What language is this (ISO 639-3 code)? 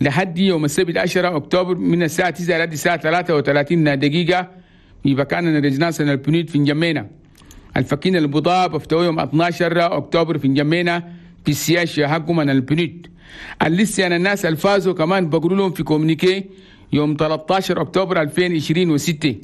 shu